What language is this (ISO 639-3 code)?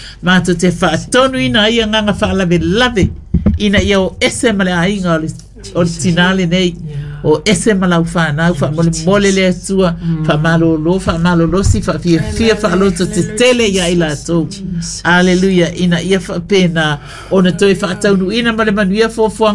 smo